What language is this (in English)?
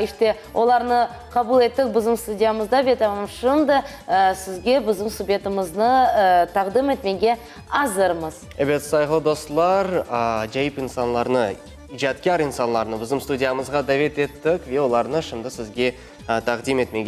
Crimean Tatar